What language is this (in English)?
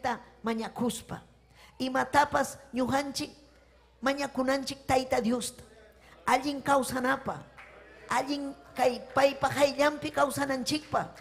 Ayacucho Quechua